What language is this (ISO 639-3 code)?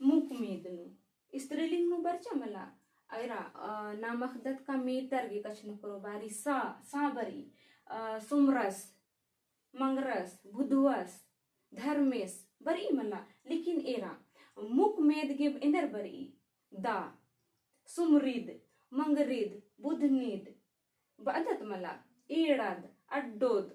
kru